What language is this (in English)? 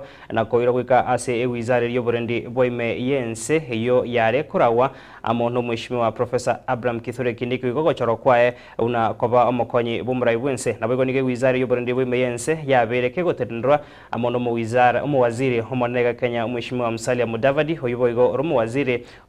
Gusii